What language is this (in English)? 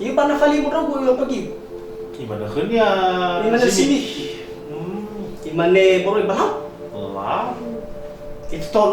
Nias